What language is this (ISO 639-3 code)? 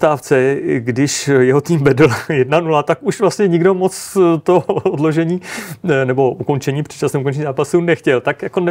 ces